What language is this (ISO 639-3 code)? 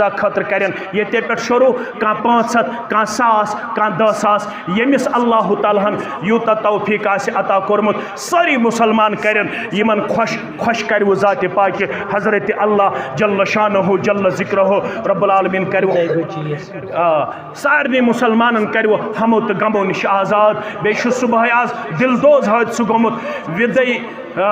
kas